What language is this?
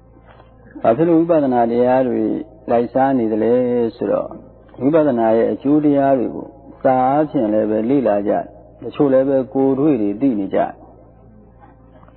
Burmese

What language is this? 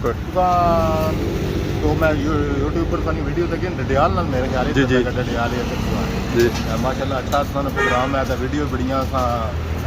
Pahari-Potwari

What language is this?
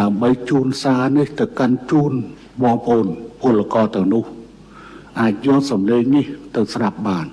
Khmer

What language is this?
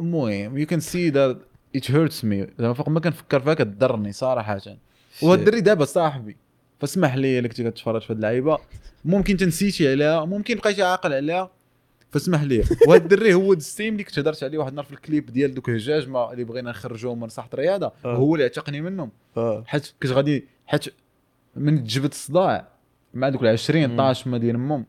Moroccan Arabic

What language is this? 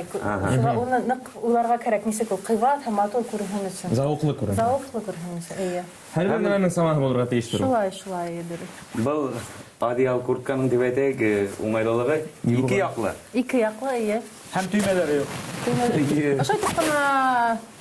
Bashkir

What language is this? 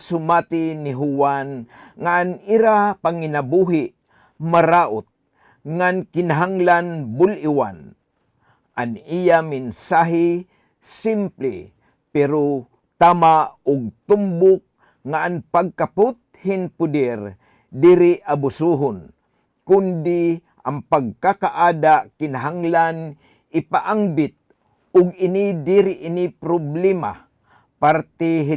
Waray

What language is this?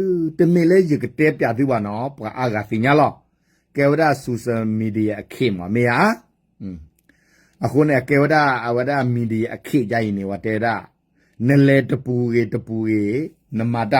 S'gaw Karen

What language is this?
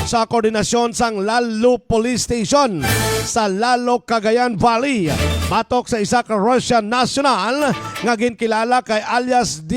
Hiligaynon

